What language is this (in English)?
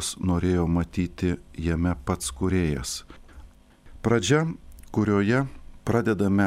Lithuanian